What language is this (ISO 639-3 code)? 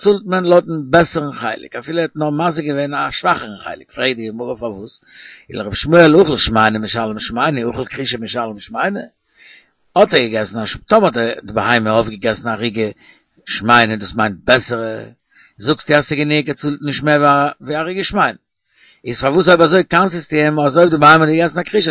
yid